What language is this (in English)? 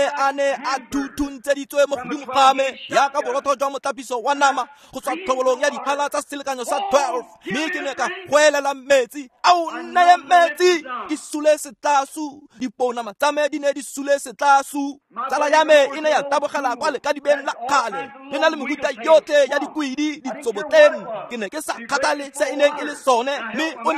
Tswana